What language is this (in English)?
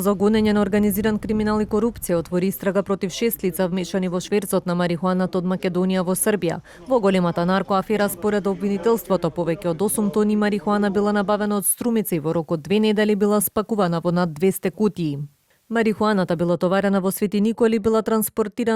Macedonian